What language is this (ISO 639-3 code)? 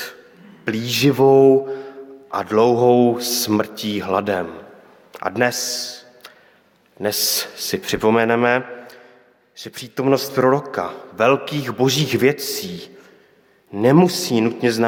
ces